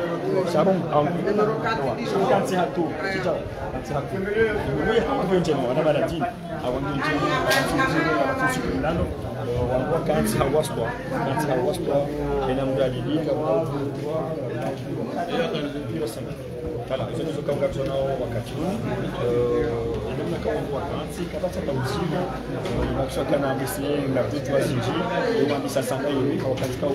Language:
Swahili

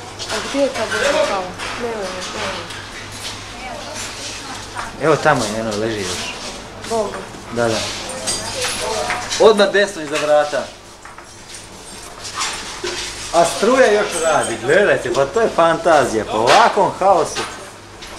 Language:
Croatian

